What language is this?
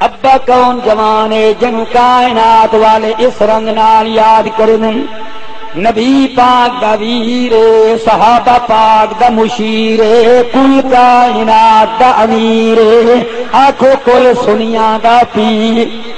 Saraiki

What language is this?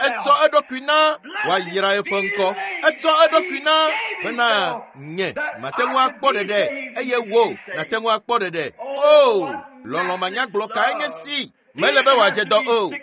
Ewe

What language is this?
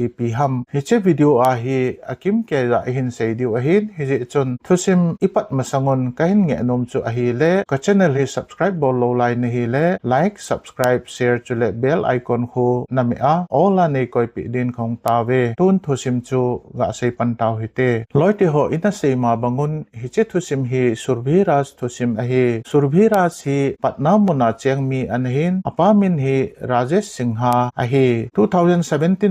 Thado Chin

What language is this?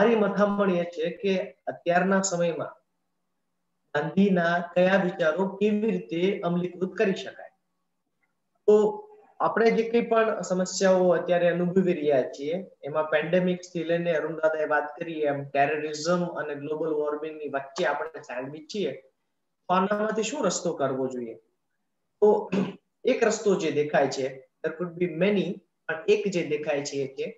Gujarati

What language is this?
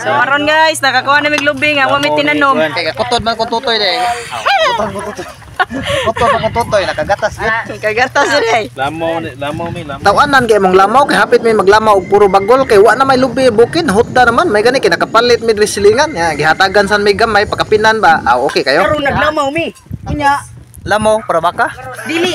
Cebuano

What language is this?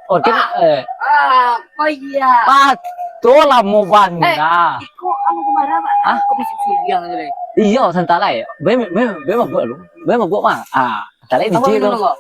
Minangkabau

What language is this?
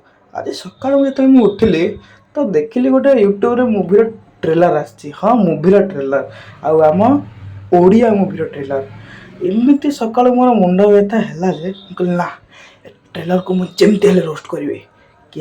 Odia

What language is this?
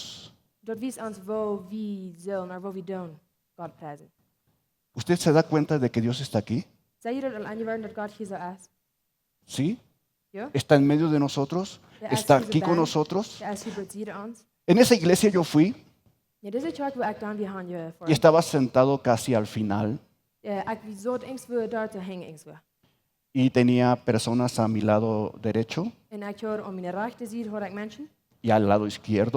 Plautdietsch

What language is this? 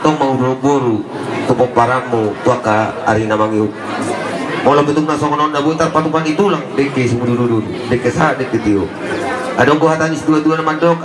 Batak Toba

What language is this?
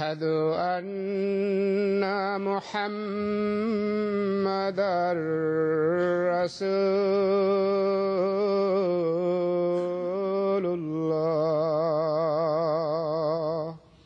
Bangla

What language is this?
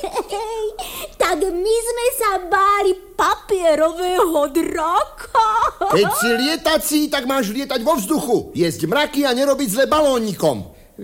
Slovak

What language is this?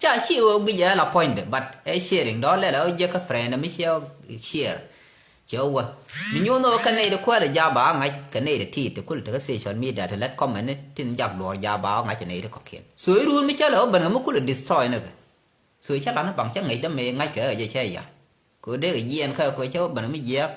Nuer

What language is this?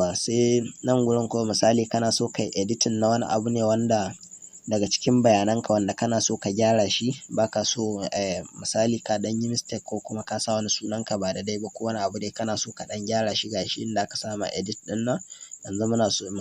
Hausa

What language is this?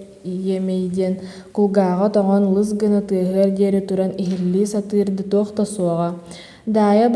Yakut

